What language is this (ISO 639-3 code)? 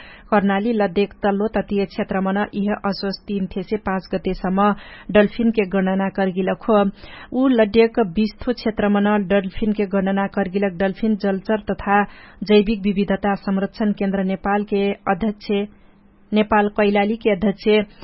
thl